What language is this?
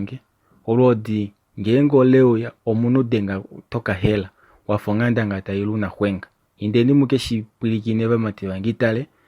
Kuanyama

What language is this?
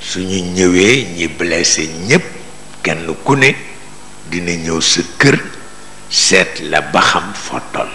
Wolof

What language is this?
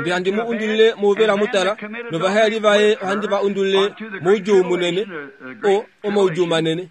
Kuanyama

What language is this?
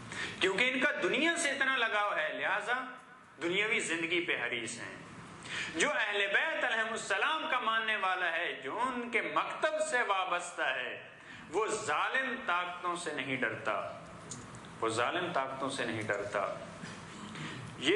Urdu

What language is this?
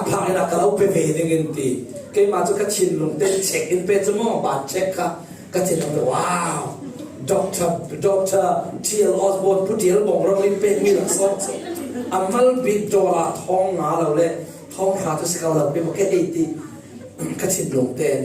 Falam Chin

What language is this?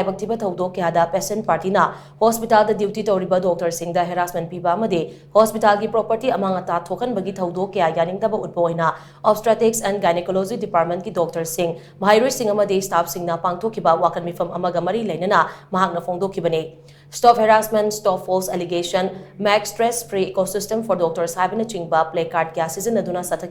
Manipuri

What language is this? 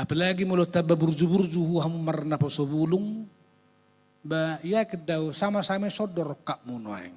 Batak Toba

